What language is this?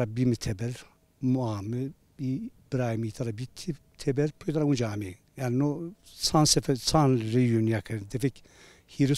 Zaza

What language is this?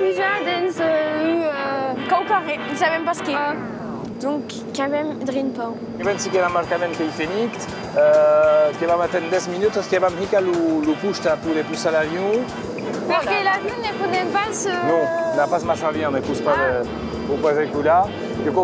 Occitan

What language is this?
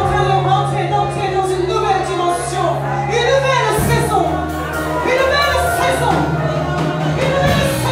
French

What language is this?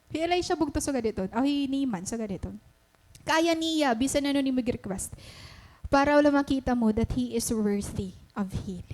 Waray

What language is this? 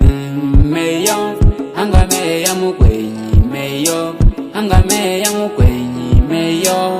Nyaneka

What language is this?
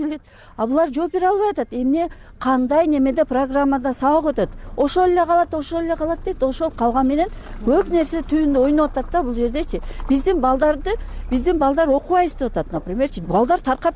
Kyrgyz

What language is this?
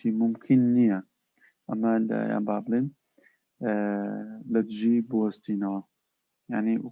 Central Kurdish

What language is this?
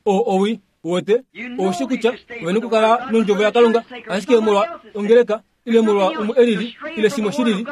Kuanyama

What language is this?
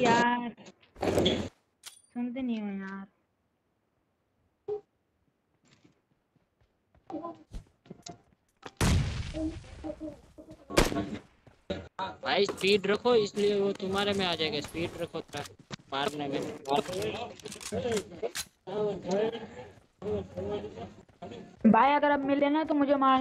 Hindi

